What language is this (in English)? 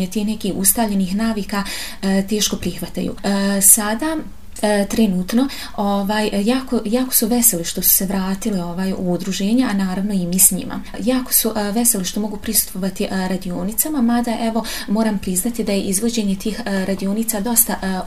Serbian